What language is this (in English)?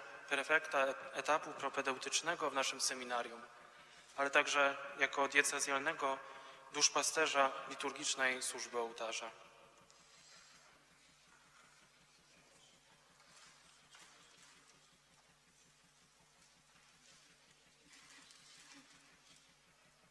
Polish